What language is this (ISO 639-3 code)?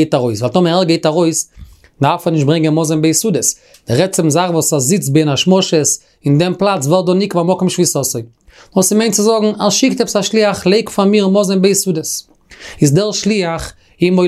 yid